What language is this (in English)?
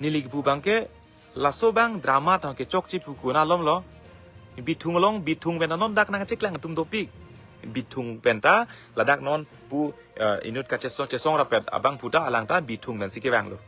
Karbi